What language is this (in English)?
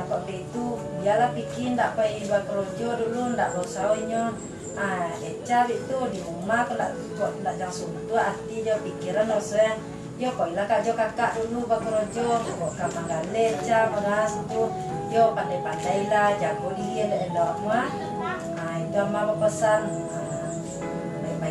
Minangkabau